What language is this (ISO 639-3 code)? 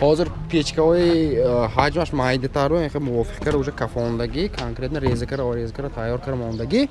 tgk